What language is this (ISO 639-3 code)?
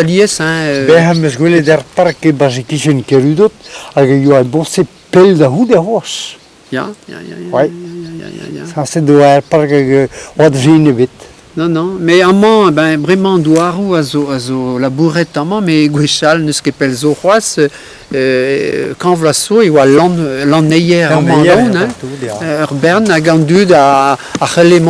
bre